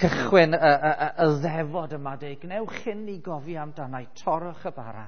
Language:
Welsh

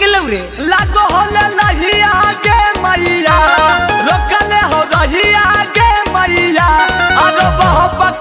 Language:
Magahi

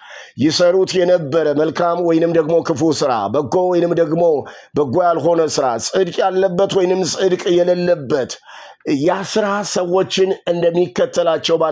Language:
Amharic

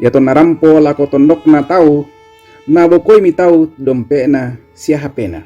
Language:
Toraja-Sa'dan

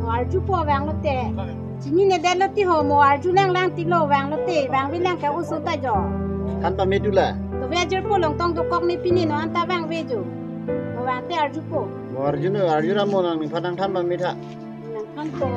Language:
Karbi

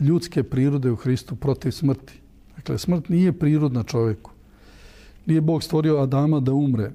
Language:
Serbian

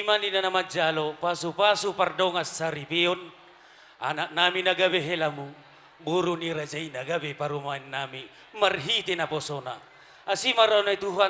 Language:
Batak Toba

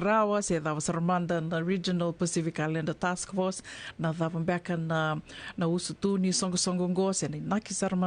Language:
Fijian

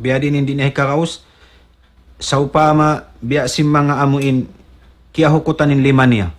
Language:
Tausug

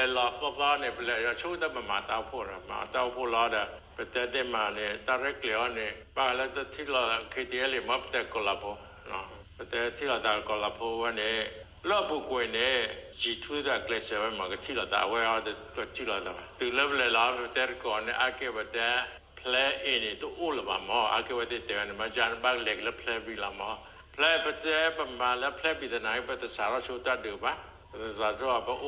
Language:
S'gaw Karen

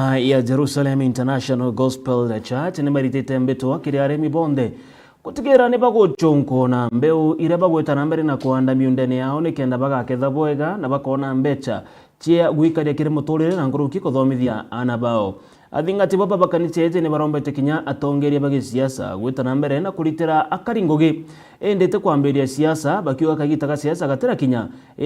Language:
Meru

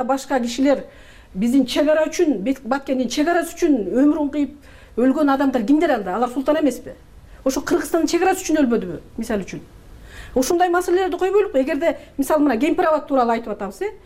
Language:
Kyrgyz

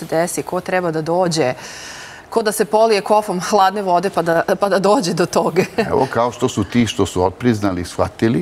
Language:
Serbian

